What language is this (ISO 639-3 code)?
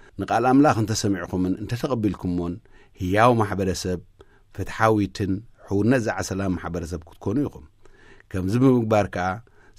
tir